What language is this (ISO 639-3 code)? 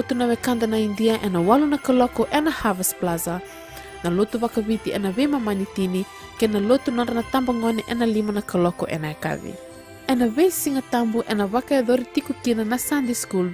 fij